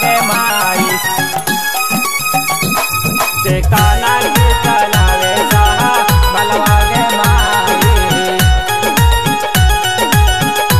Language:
Bhojpuri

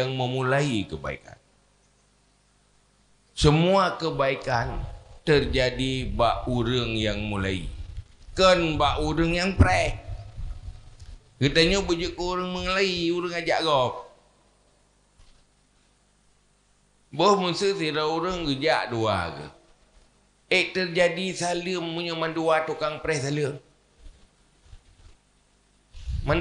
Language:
Achinese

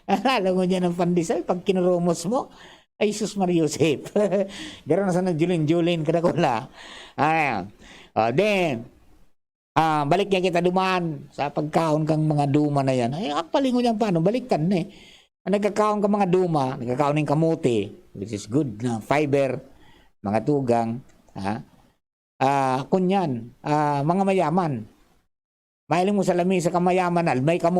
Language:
Bikol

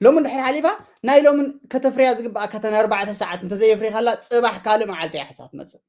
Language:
Tigrinya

